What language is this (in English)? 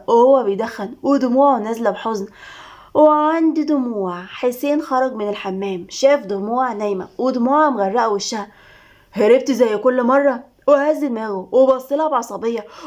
Egyptian Arabic